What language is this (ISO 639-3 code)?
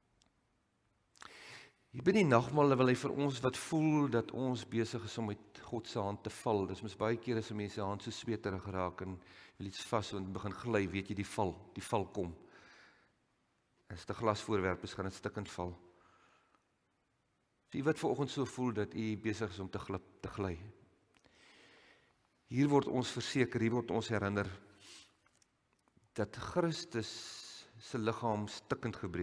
afr